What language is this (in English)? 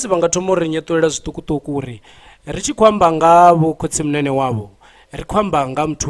Venda